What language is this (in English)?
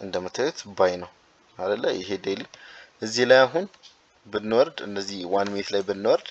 Amharic